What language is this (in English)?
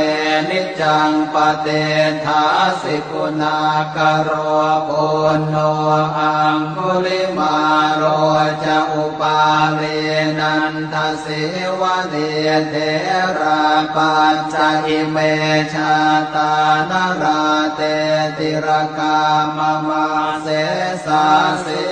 Pali